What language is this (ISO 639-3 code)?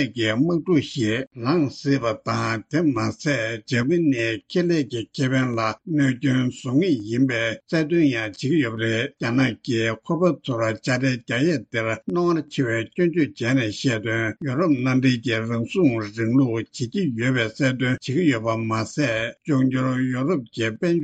bod